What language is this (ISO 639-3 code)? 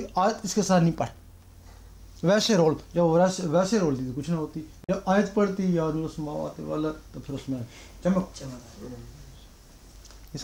urd